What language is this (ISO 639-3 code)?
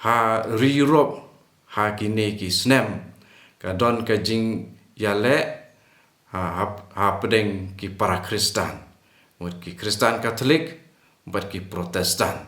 kha